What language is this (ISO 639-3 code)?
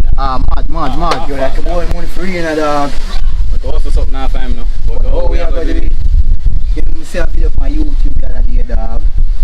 jam